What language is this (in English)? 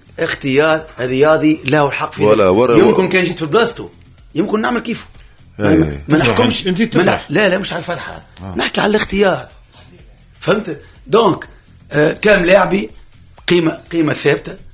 Tunisian Arabic